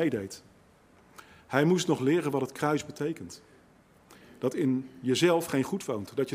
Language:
Dutch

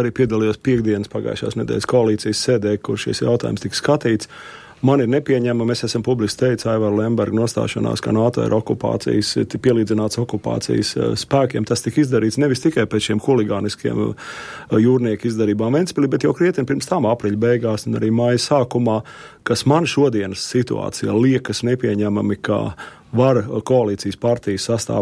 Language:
Latvian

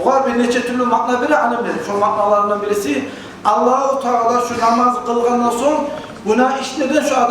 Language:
Kumyk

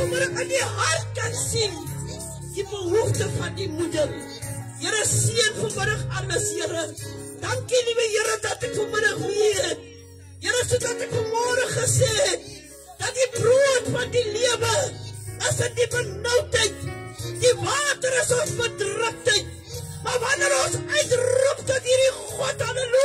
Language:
Afrikaans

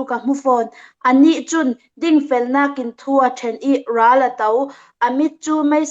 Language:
Falam Chin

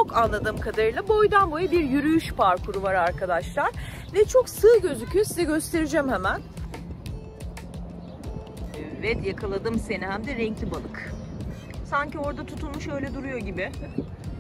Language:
Turkish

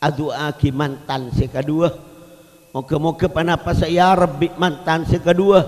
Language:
Madurese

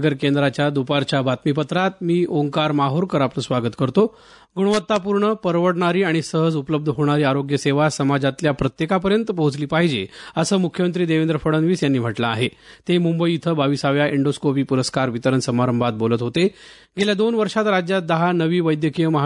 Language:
Marathi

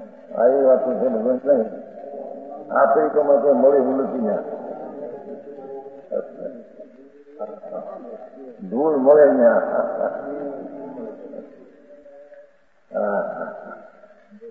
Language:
Gujarati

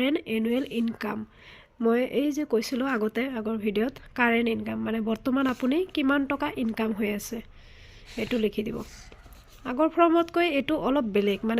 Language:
Assamese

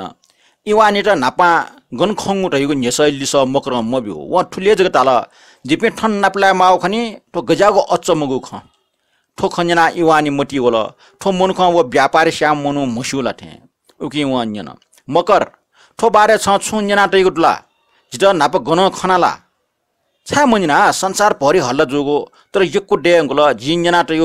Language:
Newari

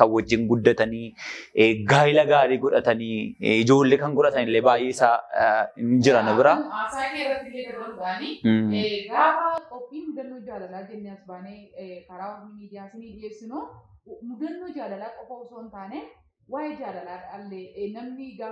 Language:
Oromo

